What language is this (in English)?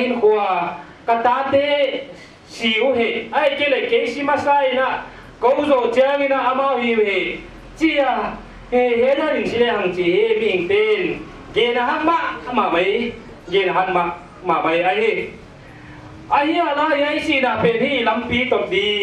Paite Chin